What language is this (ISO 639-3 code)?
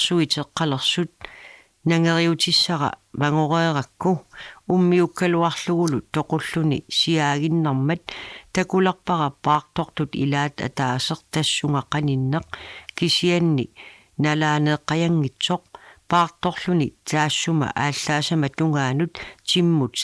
kal